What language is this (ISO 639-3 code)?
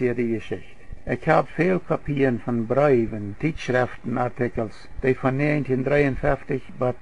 pdt